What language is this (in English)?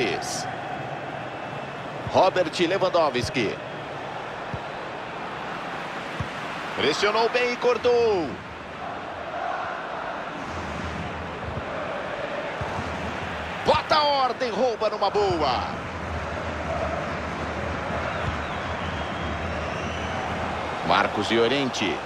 Portuguese